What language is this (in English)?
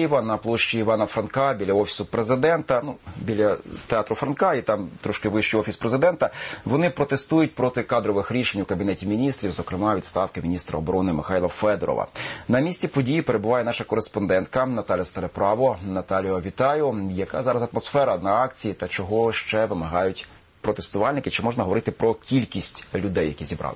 Ukrainian